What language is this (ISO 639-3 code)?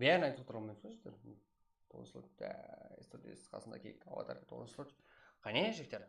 kaa